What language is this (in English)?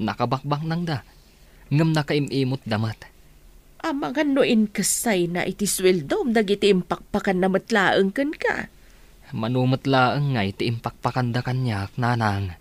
Iloko